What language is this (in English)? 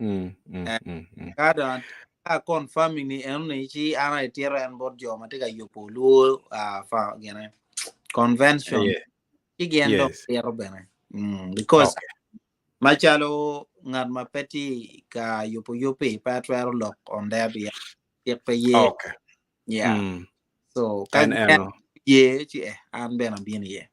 Acoli